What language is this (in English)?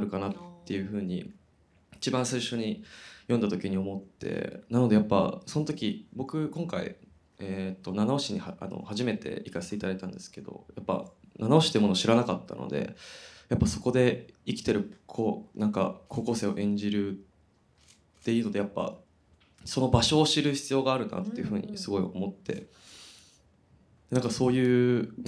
Japanese